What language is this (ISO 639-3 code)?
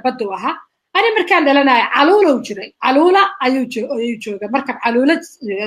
som